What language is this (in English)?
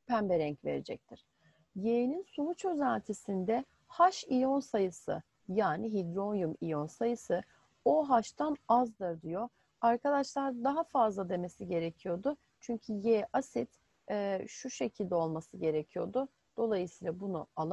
Turkish